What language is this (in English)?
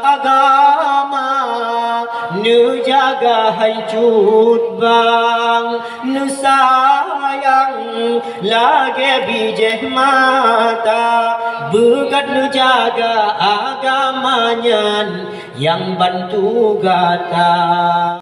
Achinese